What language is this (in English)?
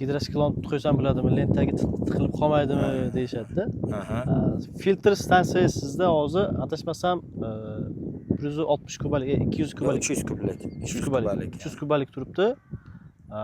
Uzbek